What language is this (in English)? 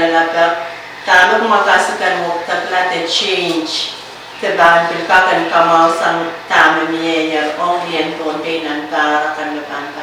Pohnpeian